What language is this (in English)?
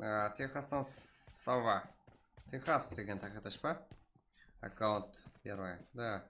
Kara-Kalpak